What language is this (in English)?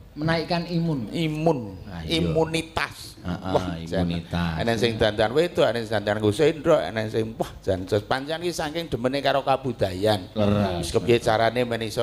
Javanese